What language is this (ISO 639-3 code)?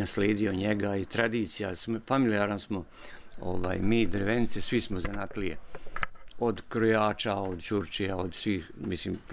hrv